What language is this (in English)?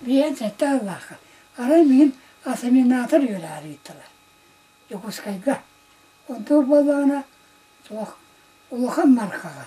Yakut